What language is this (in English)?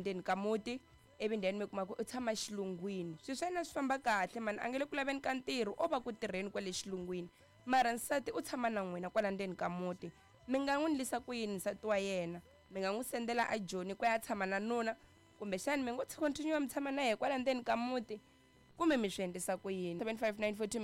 Tsonga